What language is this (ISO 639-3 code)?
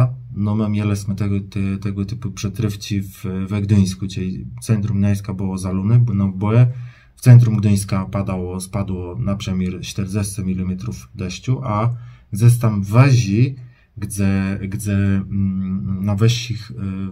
csb